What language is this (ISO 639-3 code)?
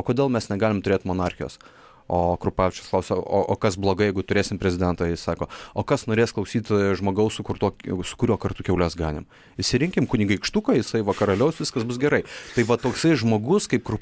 lit